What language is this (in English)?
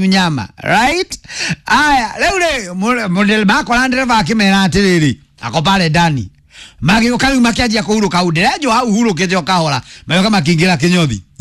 Kikuyu